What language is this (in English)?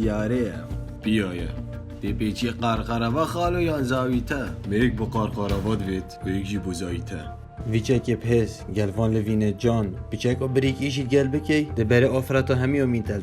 Kurdish